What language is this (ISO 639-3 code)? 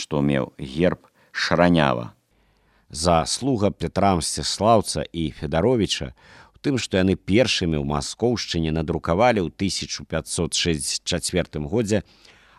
bel